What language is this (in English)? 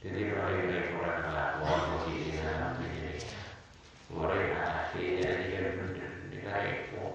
Madurese